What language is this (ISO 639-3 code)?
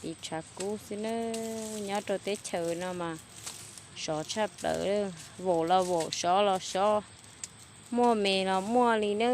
hmn